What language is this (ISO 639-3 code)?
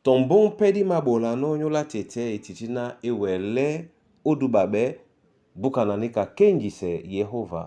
dua